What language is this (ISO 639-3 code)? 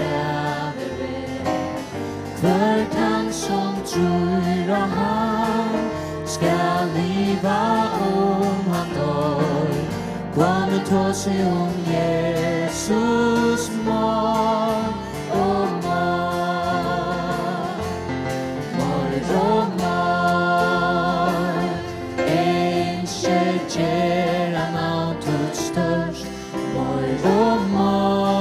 fao